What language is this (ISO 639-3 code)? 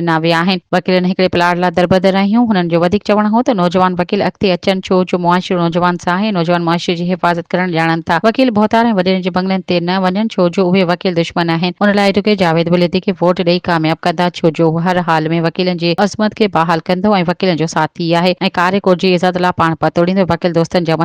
snd